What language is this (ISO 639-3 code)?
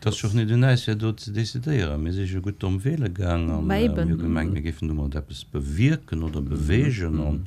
ltz